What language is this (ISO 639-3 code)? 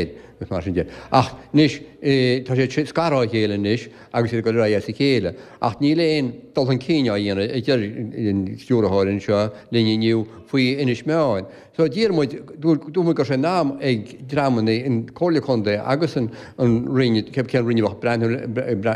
gle